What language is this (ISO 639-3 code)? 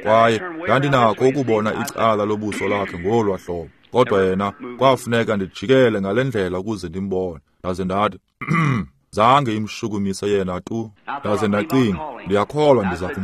xho